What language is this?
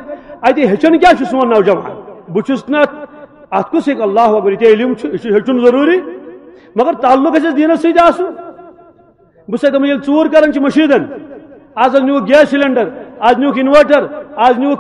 Kashmiri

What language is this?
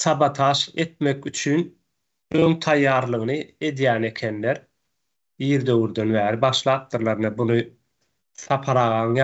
Turkmen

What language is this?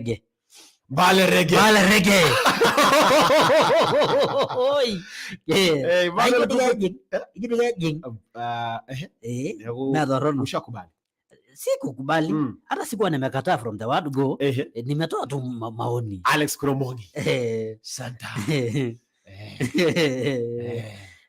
Masai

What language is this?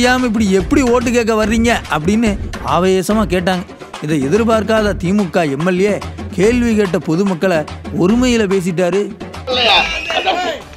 Tamil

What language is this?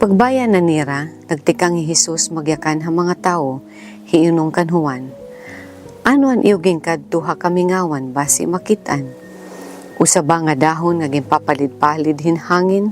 Waray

